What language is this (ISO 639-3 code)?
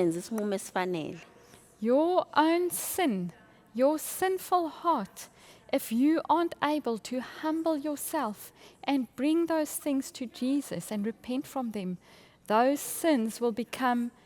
zul